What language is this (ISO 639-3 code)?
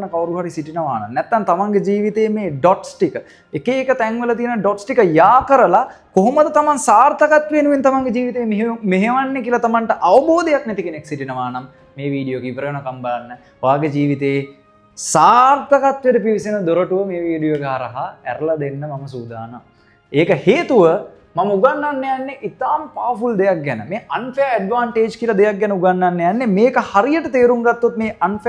sin